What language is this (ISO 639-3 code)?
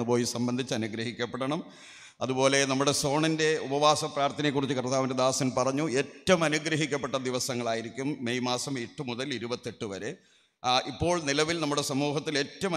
mal